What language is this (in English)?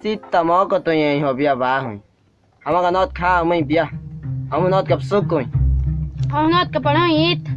Wayuu